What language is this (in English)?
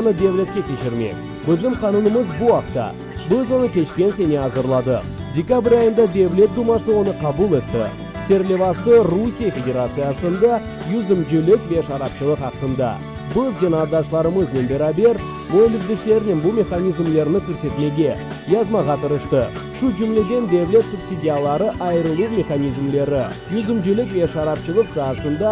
Crimean Tatar